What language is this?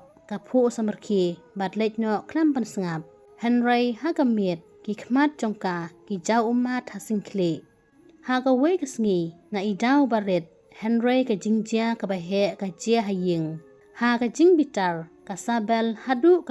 Khasi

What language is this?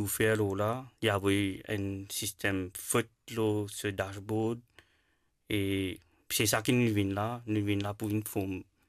Morisyen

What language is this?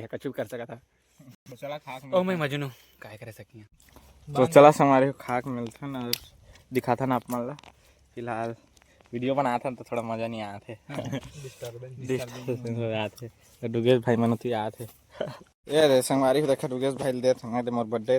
Chhattisgarhi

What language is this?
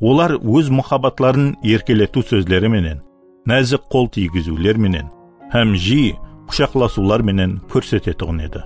Kara-Kalpak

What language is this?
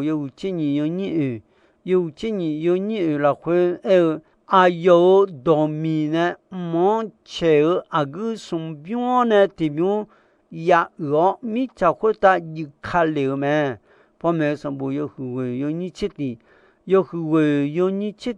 Akha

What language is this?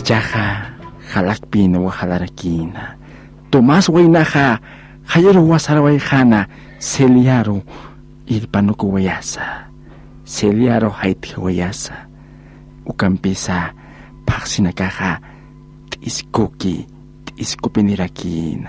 Aymara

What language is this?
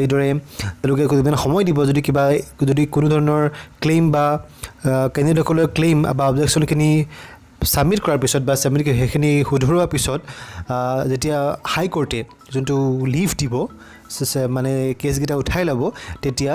Assamese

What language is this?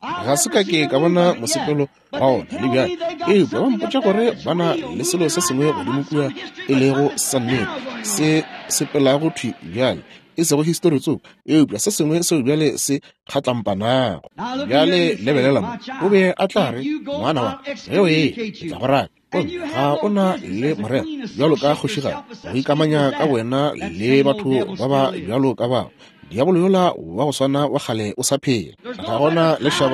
Northern Sotho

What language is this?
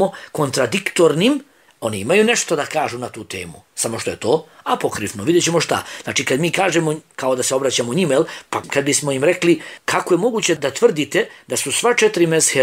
Bosnian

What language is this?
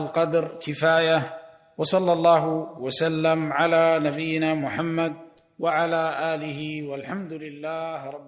Arabic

